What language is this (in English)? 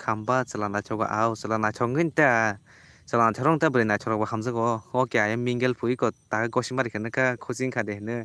Kok Borok